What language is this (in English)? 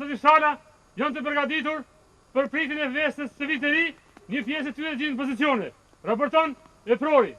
Albanian